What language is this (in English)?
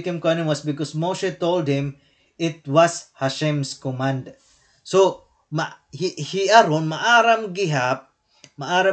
Waray